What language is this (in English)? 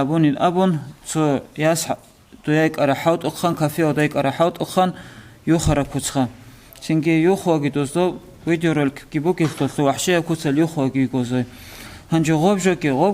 Avaric